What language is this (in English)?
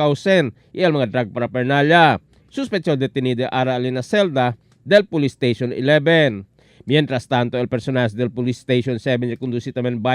Chavacano